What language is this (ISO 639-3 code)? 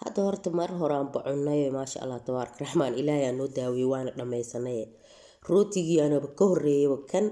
som